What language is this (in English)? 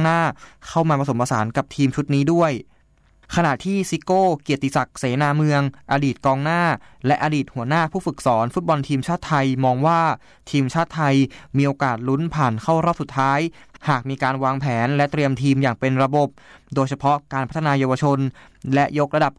Thai